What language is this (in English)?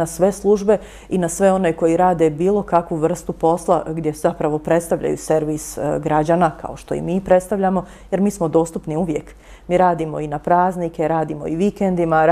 Bosnian